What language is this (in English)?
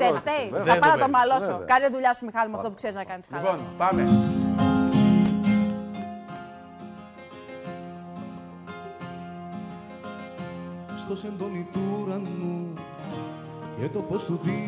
Greek